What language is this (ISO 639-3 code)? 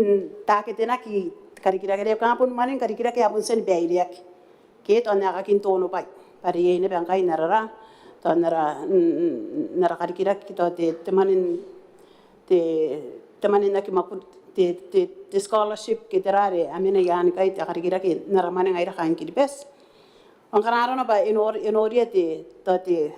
gil